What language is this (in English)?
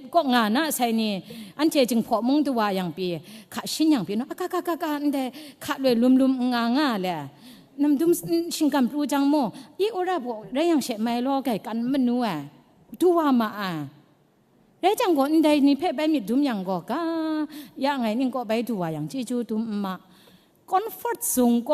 Kachin